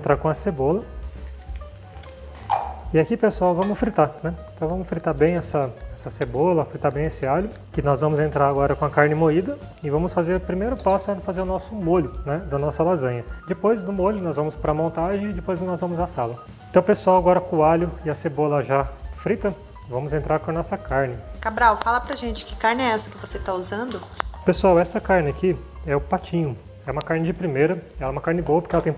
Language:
Portuguese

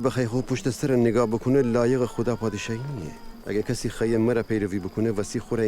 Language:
Gilaki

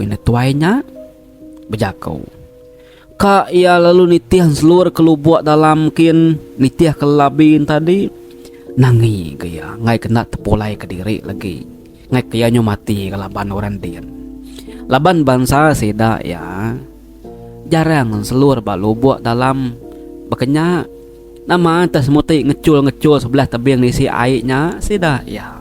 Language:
Iban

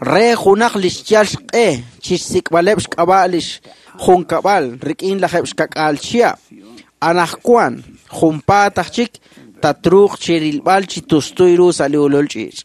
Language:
Kekchí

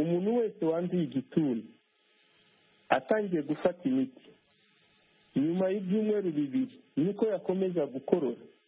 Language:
Kinyarwanda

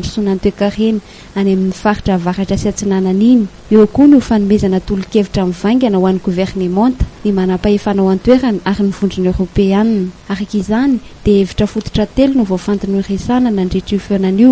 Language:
Malagasy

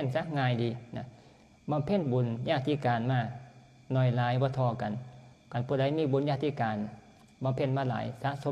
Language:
Northeastern Thai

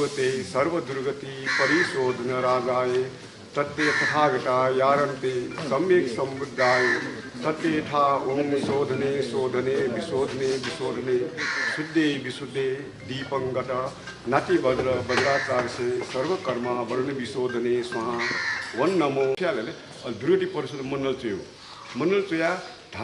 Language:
Newari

